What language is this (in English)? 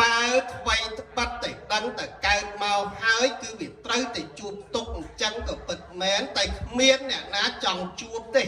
Khmer